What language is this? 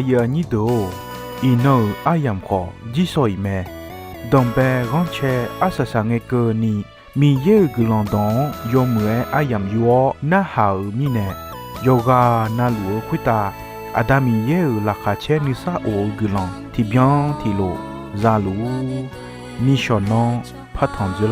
Akha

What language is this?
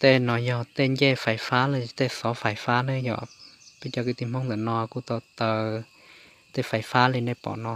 Hmong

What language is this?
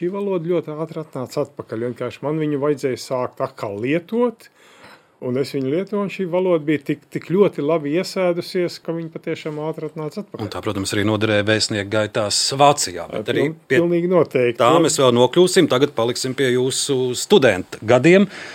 Latvian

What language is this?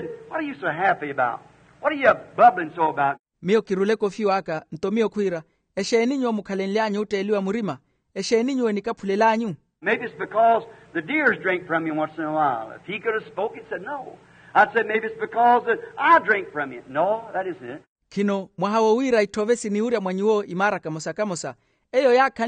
Makhuwa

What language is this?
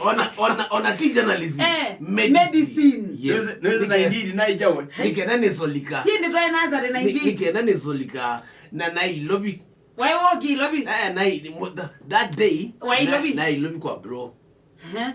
Kamba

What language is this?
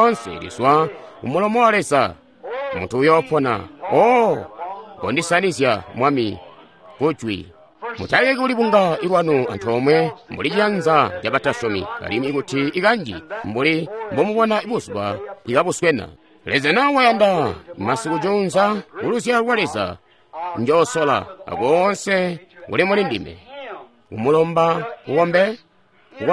Tonga (Zambia)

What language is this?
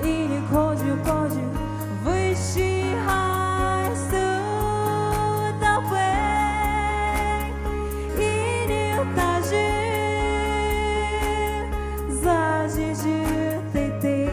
Poumei Naga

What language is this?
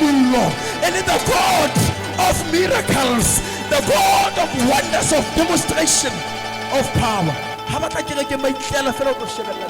Southern Sotho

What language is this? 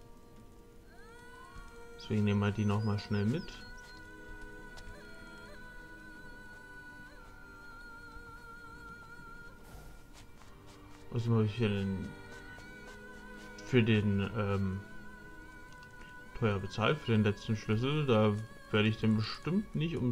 German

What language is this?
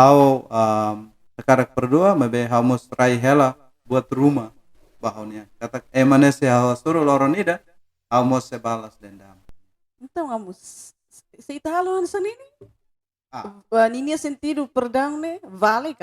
Tetum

